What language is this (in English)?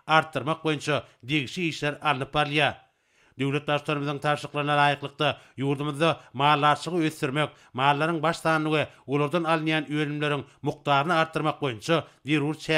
Turkmen